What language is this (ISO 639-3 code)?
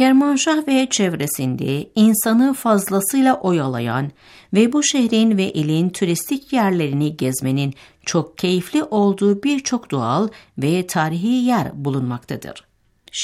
tur